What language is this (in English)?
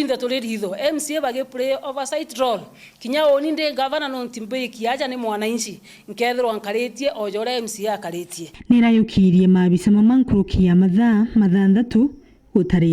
Meru